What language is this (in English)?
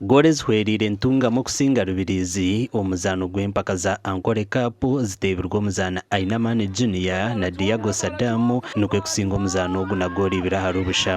Nyankole